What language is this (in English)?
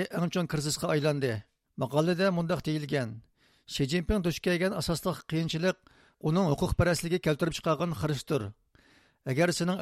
Uyghur